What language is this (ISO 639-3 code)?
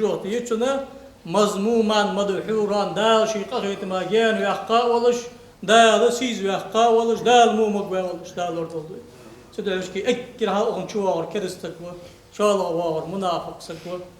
inh